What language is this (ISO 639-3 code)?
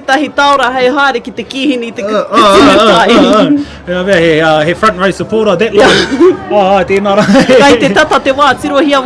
mri